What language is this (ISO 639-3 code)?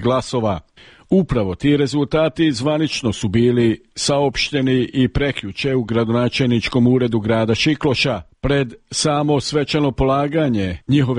srp